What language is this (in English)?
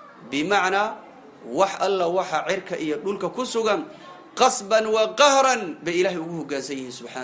Somali